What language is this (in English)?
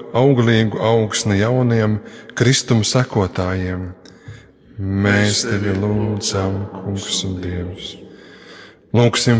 Latvian